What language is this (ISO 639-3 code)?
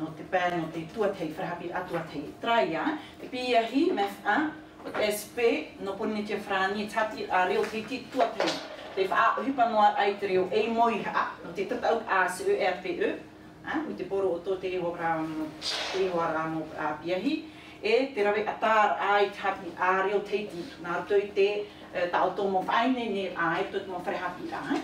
tah